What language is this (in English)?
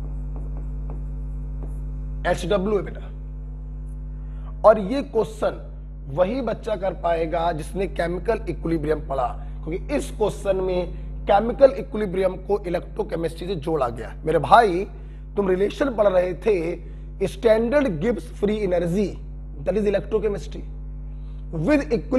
Hindi